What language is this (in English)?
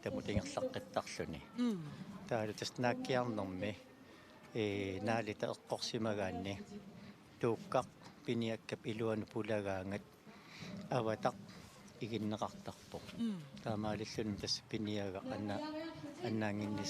Kalaallisut